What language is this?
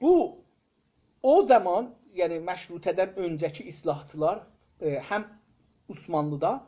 South Azerbaijani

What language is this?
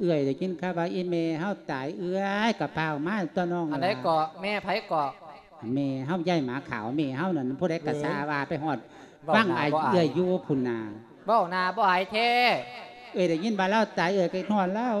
Lao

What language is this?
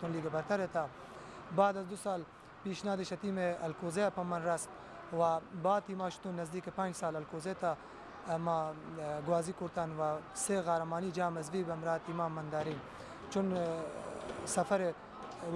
Baluchi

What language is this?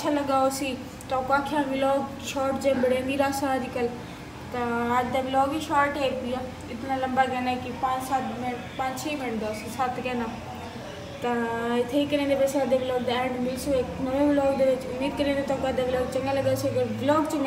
Saraiki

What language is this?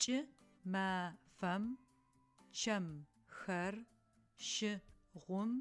Adyghe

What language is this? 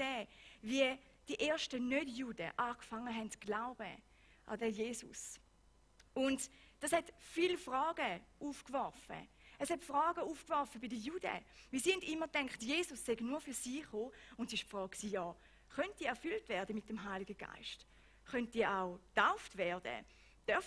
Swiss German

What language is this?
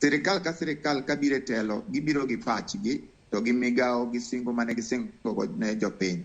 Luo (Kenya and Tanzania)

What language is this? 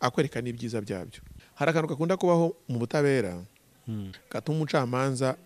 Kinyarwanda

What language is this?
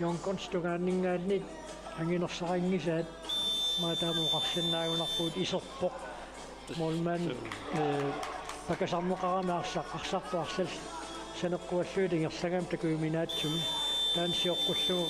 Kalaallisut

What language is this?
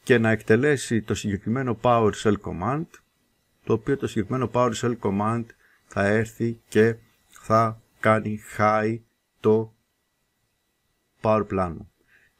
Greek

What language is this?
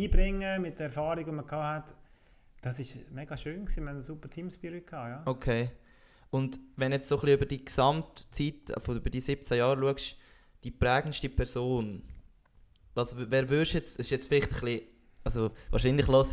Swiss German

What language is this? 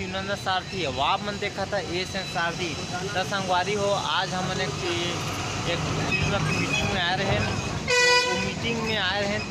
Chhattisgarhi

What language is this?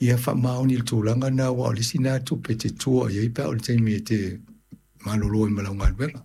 Samoan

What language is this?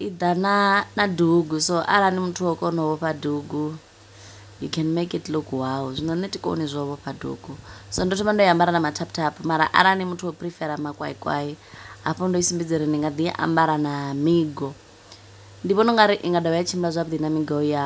Venda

